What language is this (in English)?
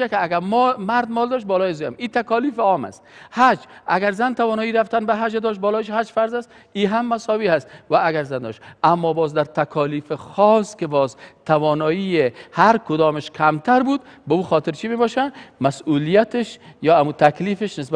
Persian